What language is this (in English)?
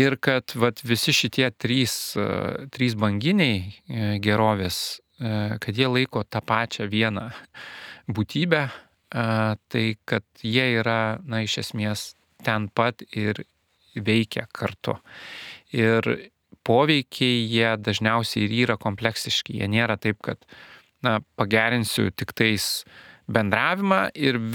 Lithuanian